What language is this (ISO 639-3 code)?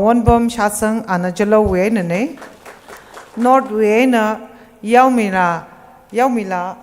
nmf